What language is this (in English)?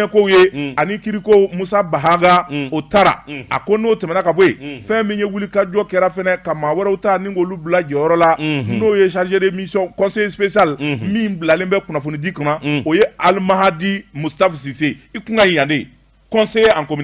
Bambara